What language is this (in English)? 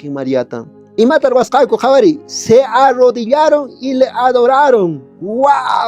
Quechua